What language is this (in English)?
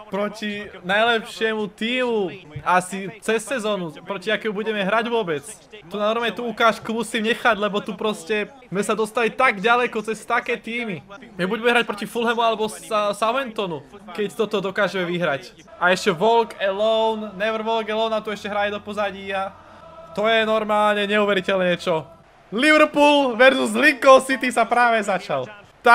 Slovak